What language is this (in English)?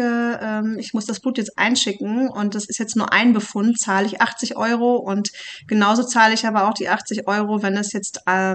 German